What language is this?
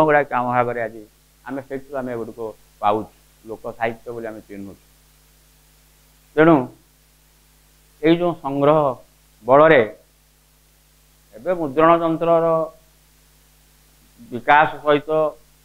Odia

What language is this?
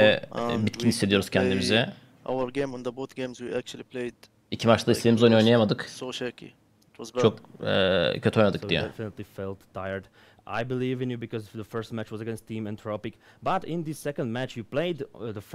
Turkish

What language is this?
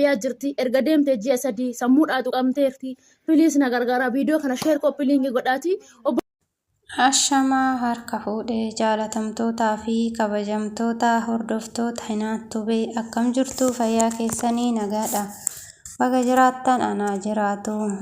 Oromo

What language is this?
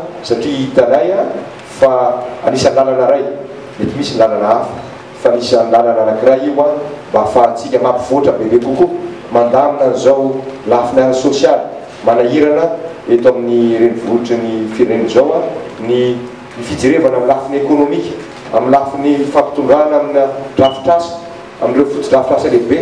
Malagasy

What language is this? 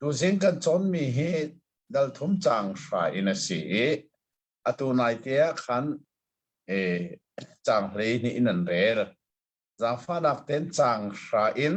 Hakha Chin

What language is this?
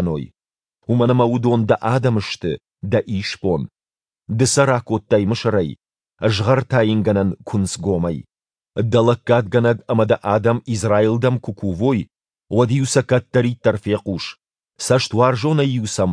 Ossetic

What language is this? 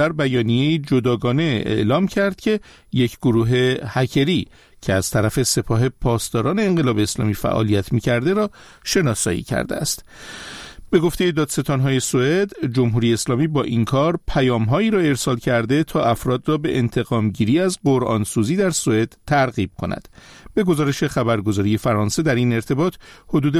Persian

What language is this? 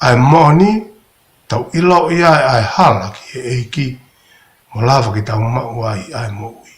Tongan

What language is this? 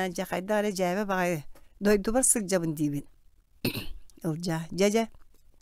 Yakut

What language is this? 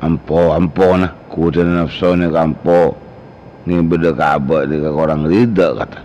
Madurese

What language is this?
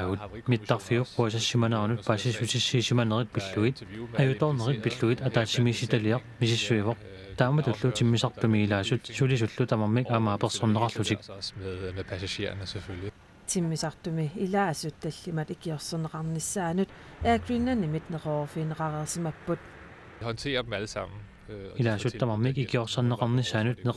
Kalaallisut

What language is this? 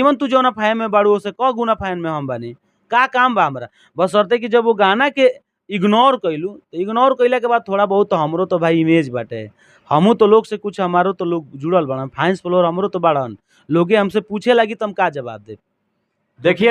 Bhojpuri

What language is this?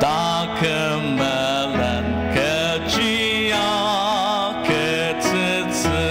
Ao Naga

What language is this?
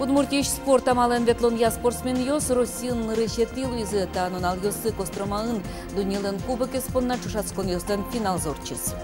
Udmurt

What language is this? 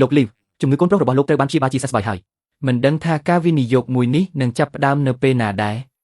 Khmer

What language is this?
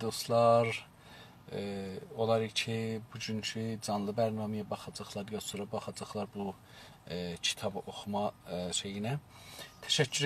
South Azerbaijani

